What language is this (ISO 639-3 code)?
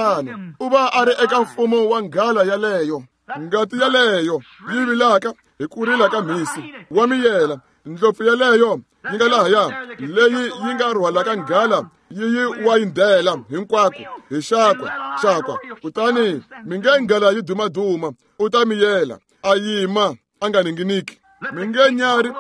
tso